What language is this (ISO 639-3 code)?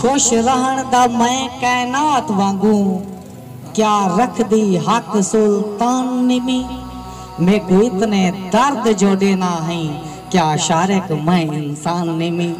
skr